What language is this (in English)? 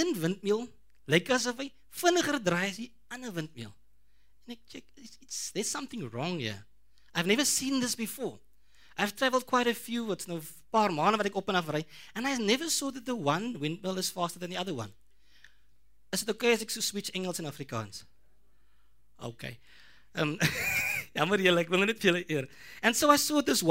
Afrikaans